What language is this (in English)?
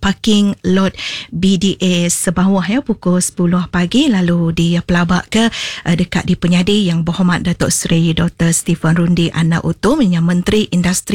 Iban